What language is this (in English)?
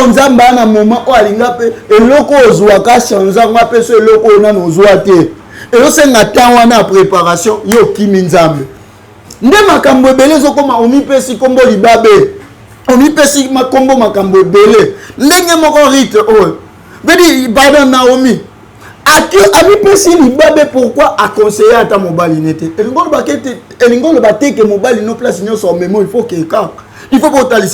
Lingala